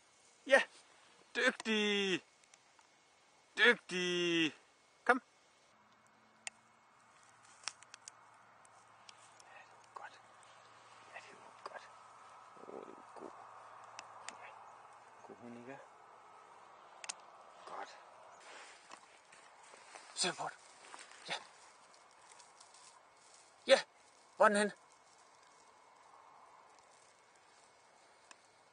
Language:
Danish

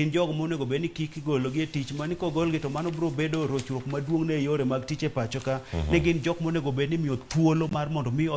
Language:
Luo (Kenya and Tanzania)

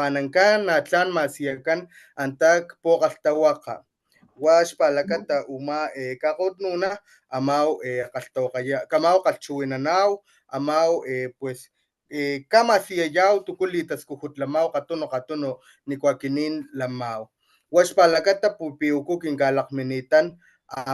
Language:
Papantla Totonac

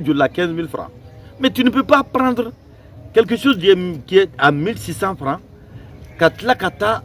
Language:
Bambara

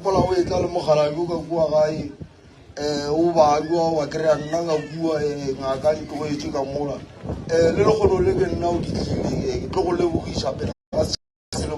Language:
Northern Sotho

